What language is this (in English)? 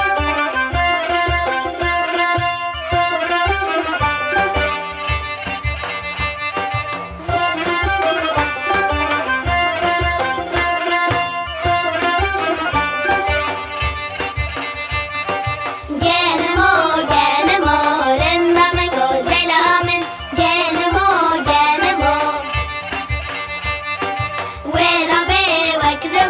Kurdish